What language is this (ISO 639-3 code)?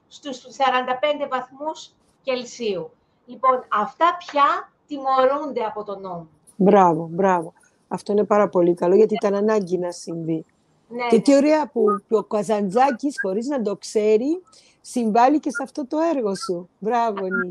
ell